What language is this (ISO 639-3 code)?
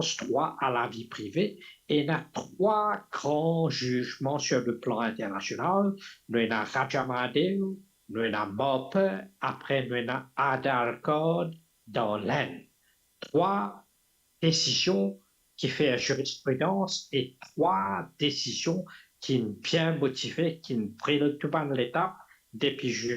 mfe